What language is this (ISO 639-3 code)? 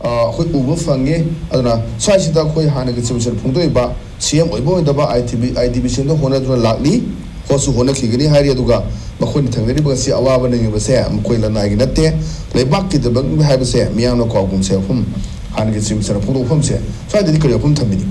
mni